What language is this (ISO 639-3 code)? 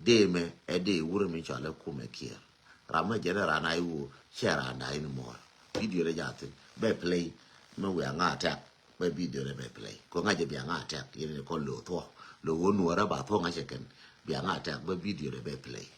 nus